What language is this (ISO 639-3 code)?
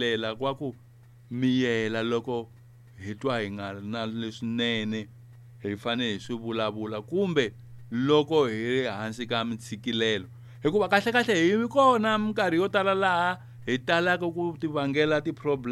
tso